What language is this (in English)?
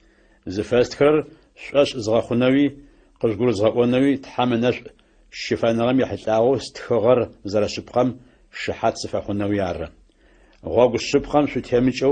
Adyghe